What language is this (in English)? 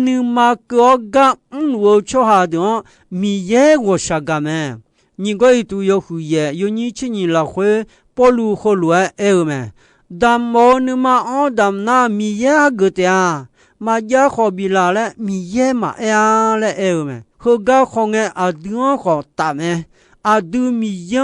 Akha